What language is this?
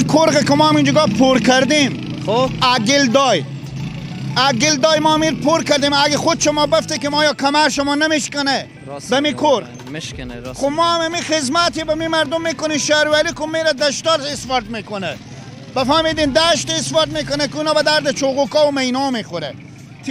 Persian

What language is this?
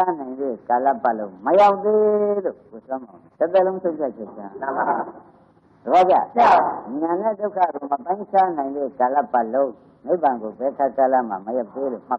Burmese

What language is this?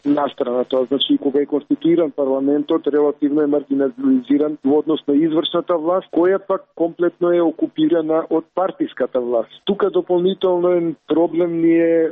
Macedonian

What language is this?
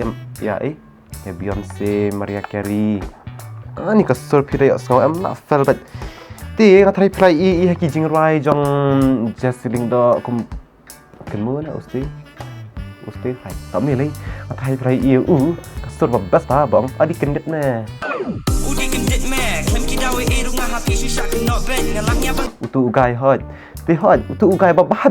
Khasi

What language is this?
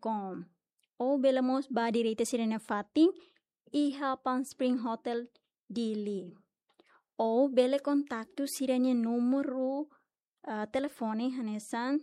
Tetum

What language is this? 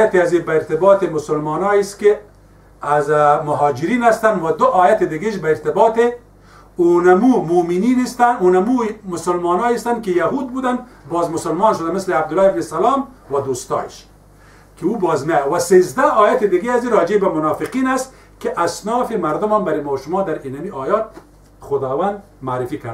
Persian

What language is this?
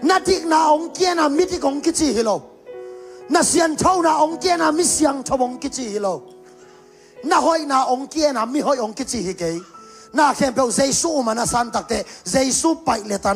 Tedim Chin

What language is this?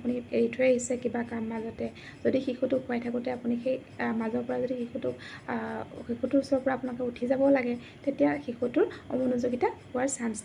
Assamese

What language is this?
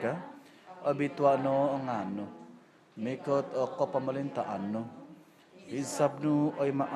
Central Dusun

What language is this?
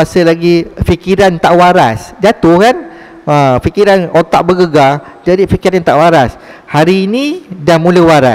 Malay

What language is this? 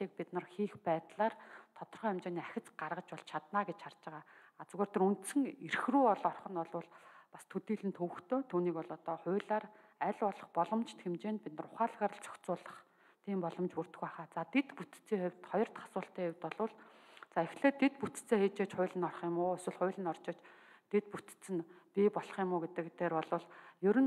Mongolian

